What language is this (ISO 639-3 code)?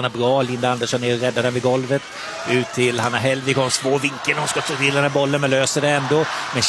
swe